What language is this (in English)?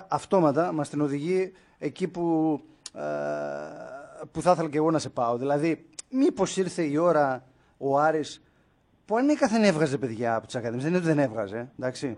Greek